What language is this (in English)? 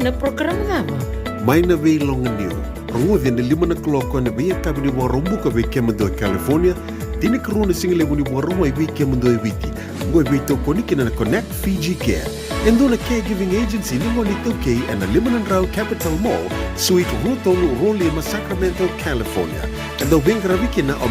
Fijian